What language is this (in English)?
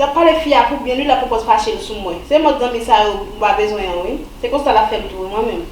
Haitian Creole